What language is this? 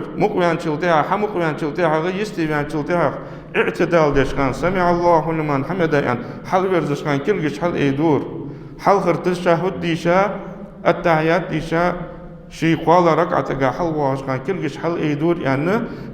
Ingush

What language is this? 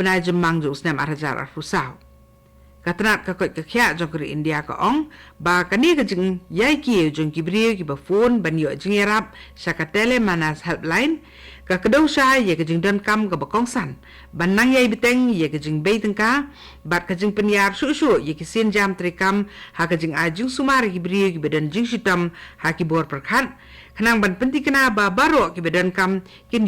Khasi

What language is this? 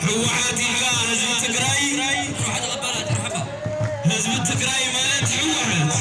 Tigrinya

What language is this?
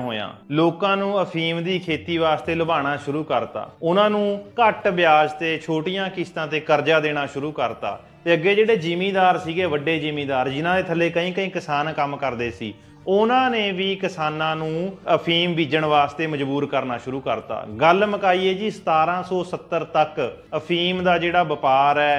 Punjabi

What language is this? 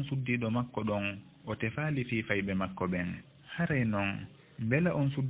Fula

